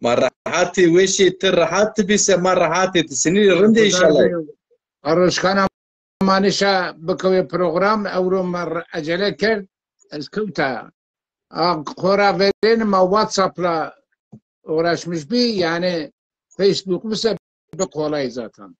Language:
Zaza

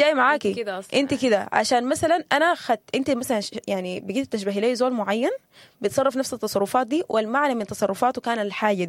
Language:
Sudanese Arabic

